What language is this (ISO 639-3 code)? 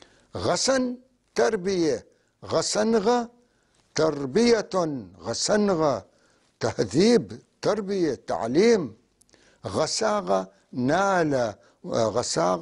apc